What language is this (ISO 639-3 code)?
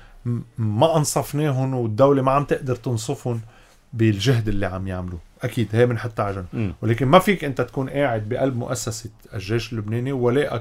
apc